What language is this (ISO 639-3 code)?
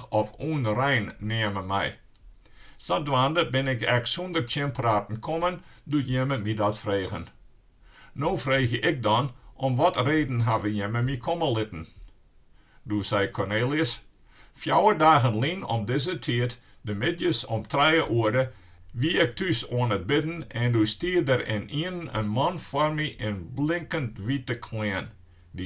fry